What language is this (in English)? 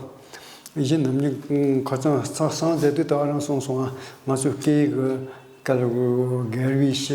Tibetan